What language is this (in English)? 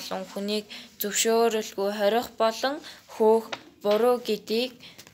Mongolian